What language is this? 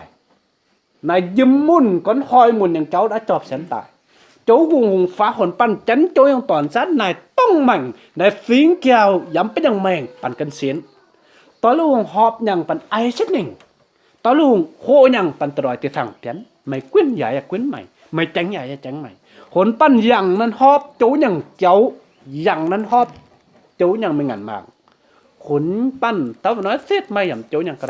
Kim Mun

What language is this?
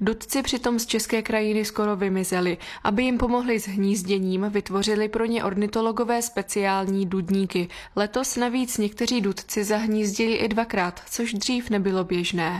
Czech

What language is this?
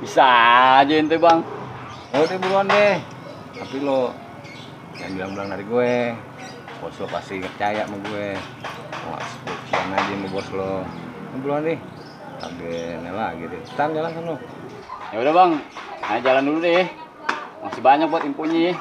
Betawi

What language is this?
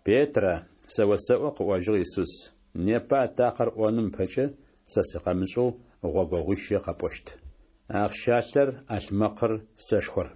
Adyghe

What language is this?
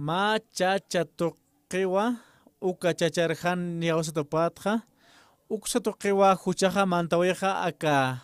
Aymara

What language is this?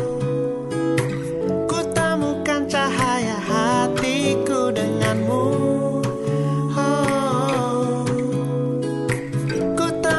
Indonesian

